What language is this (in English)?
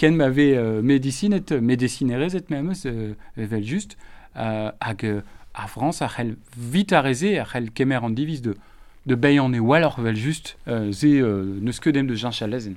Breton